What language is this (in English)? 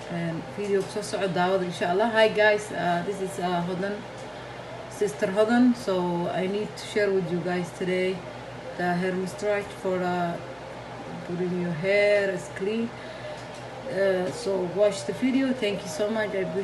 Somali